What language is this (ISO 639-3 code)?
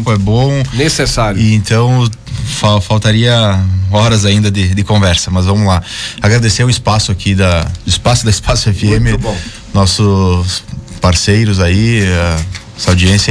por